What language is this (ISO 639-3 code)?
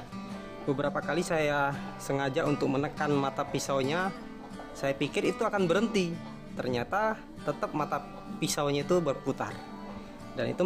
ind